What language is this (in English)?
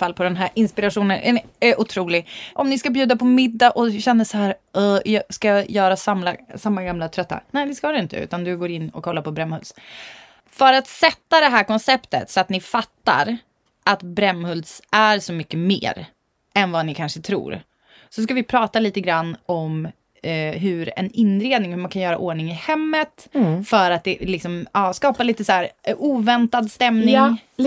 Swedish